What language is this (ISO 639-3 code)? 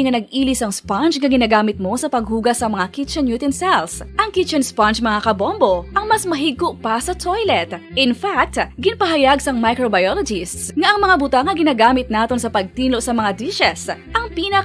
hil